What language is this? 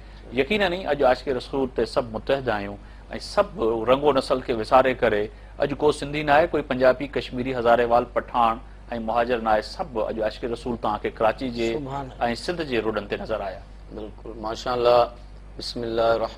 Sindhi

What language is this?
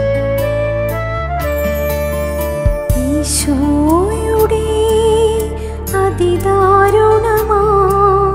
Malayalam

